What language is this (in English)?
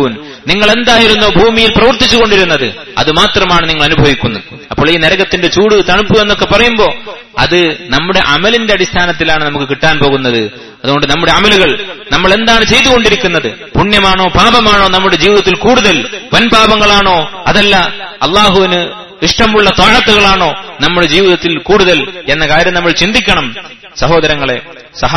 Malayalam